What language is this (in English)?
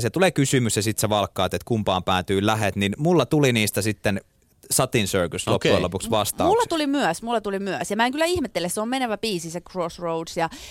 Finnish